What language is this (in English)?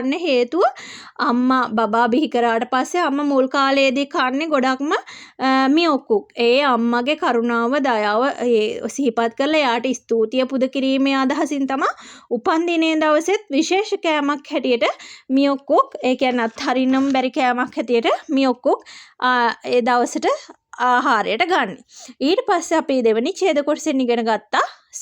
Sinhala